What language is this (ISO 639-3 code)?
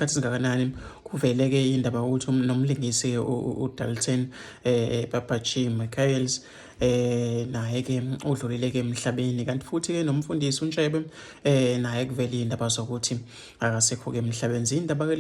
zul